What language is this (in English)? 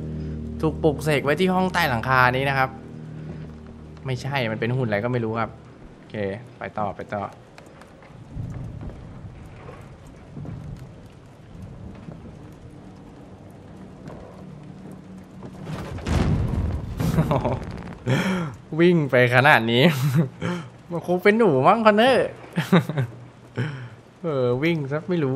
Thai